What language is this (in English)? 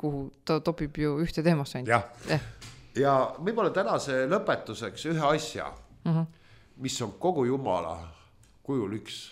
Estonian